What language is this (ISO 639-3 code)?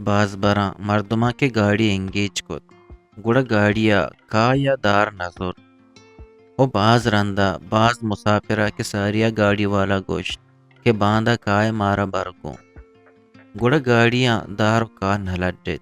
bgp